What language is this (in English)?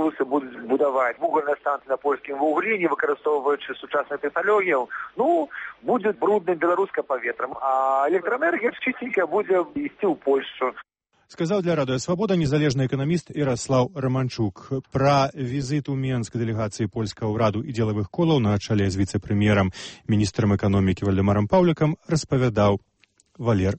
Belarusian